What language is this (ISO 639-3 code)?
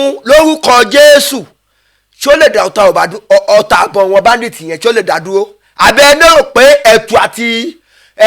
yor